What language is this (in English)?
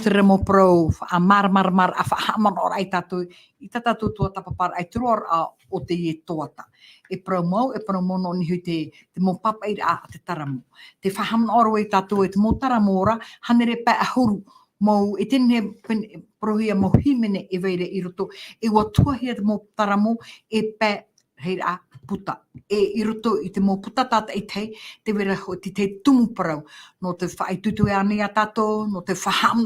Tahitian